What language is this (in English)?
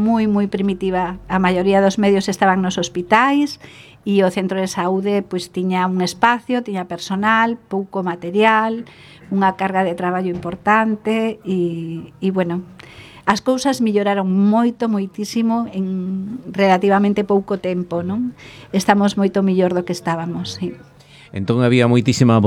Galician